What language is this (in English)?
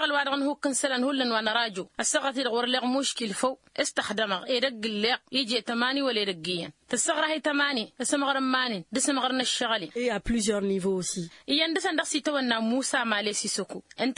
Tamasheq